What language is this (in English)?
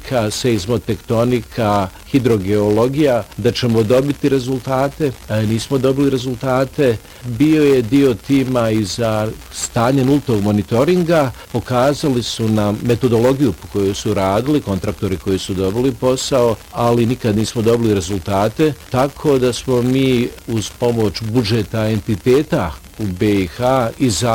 Bosnian